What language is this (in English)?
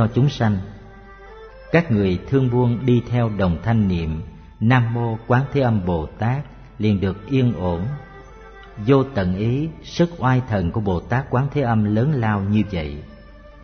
Vietnamese